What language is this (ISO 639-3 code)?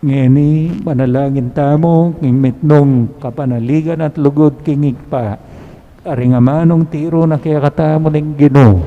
pam